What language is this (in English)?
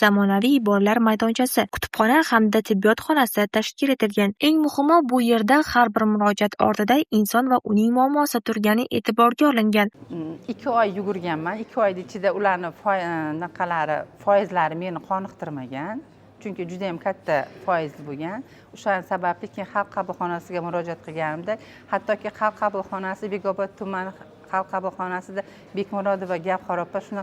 Uzbek